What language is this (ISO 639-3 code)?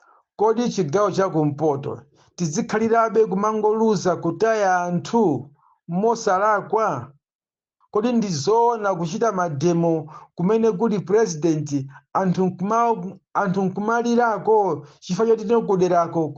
nya